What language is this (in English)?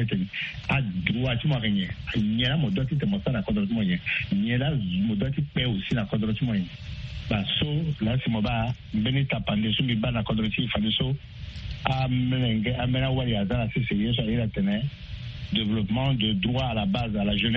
Sango